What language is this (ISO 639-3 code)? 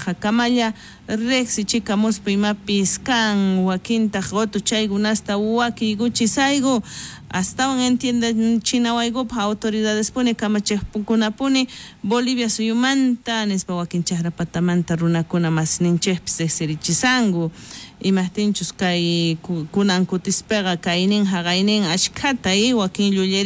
quh